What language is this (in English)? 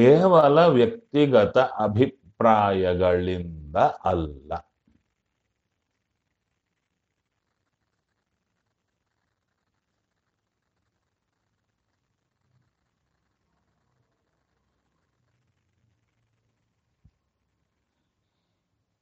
Kannada